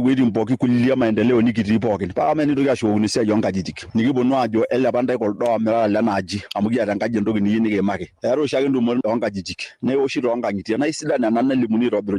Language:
Masai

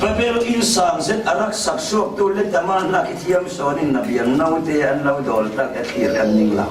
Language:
Falam Chin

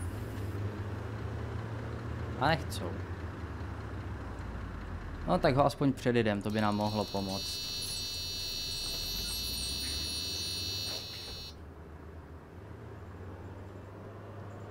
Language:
Czech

